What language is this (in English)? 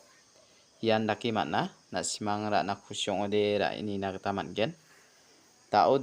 Garo